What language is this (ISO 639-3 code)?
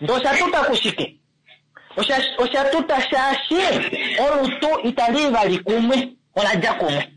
kua